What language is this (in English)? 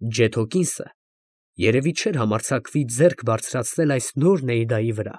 Armenian